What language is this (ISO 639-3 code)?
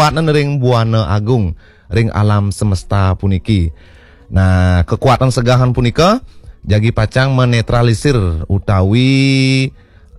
ban